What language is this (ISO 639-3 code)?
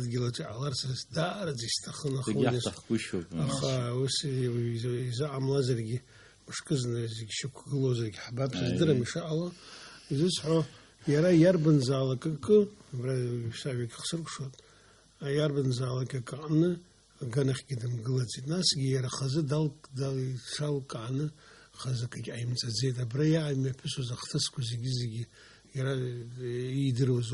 abk